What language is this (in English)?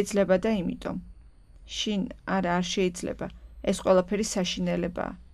Georgian